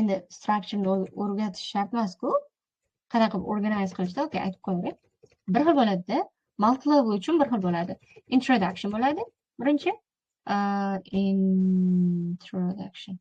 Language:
Uzbek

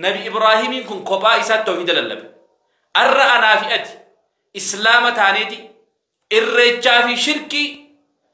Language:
Oromo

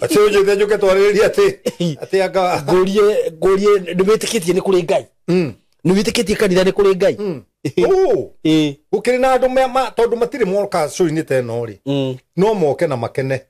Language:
Kikuyu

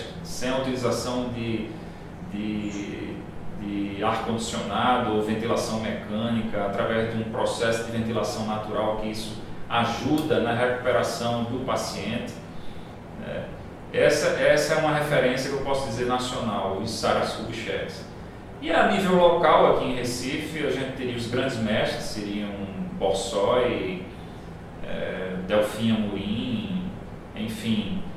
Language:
Portuguese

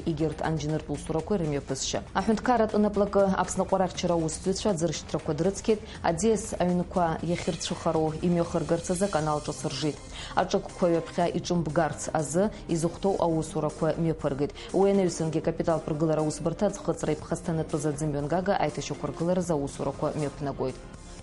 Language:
Abkhazian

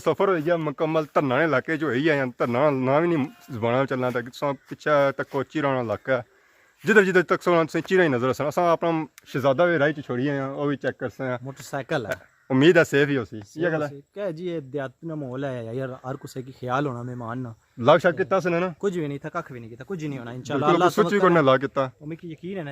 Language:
Pahari-Potwari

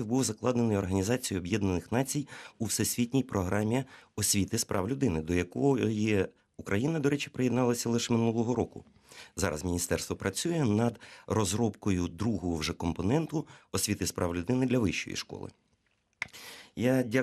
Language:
Ukrainian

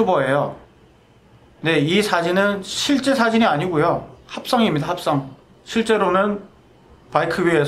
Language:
Korean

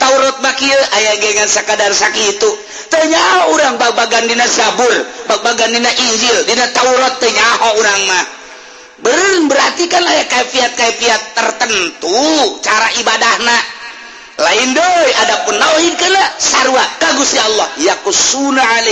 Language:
Sundanese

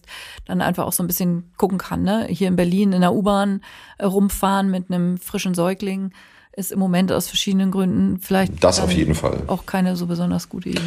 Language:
German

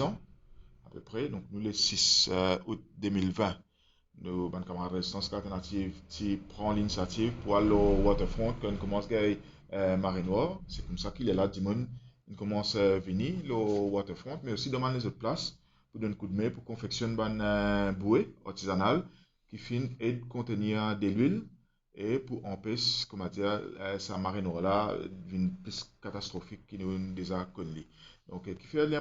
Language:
Morisyen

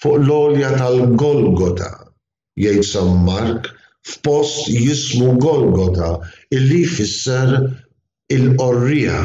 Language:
Maltese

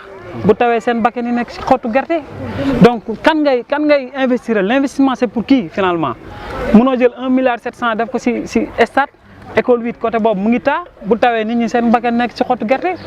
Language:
Wolof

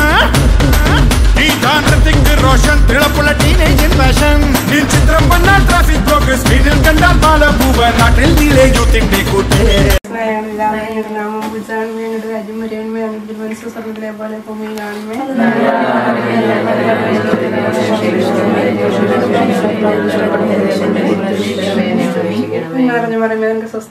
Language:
Malayalam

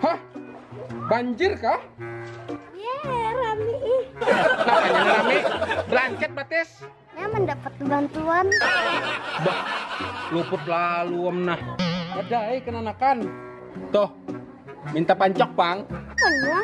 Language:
Banjar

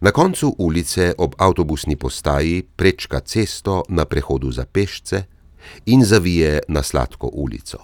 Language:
Slovenian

